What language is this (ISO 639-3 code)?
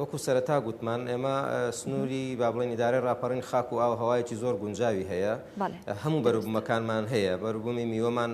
ckb